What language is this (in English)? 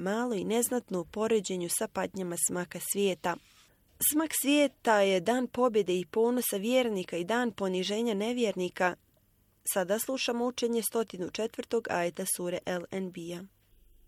Bosnian